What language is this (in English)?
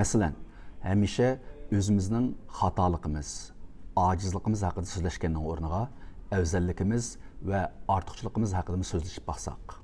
Uyghur